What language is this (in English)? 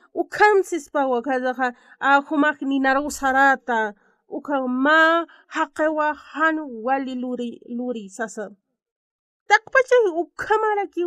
Aymara